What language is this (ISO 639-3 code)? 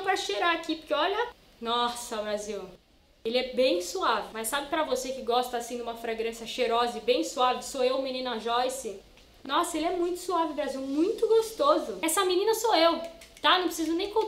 por